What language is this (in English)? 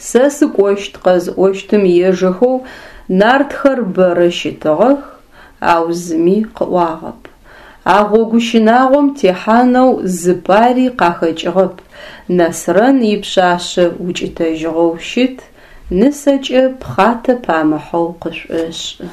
Adyghe